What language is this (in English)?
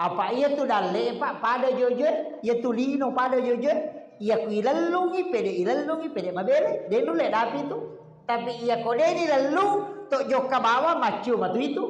Buginese